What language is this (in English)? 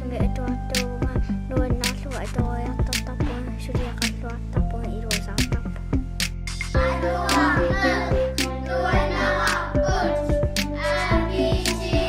Kalaallisut